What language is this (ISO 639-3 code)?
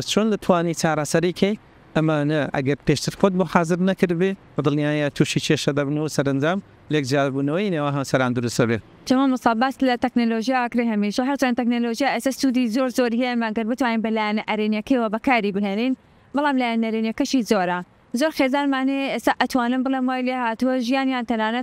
ckb